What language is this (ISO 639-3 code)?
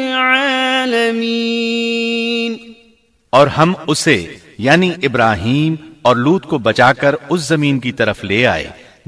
urd